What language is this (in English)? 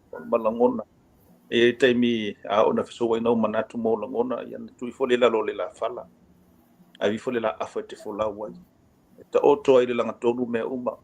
Samoan